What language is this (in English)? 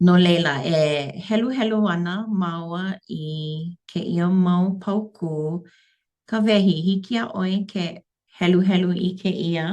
Hawaiian